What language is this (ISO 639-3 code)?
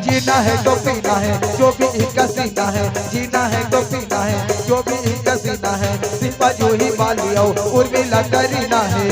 hne